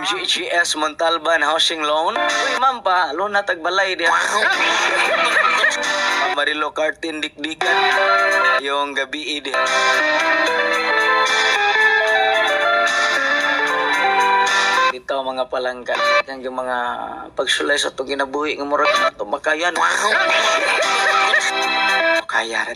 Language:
Cebuano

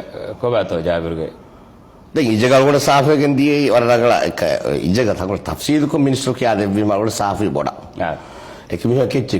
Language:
Divehi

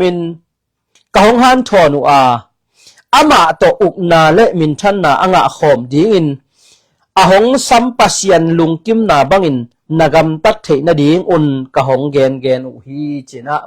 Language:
Tedim Chin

